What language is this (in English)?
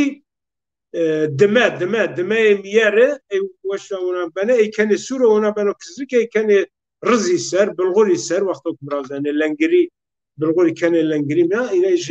Zaza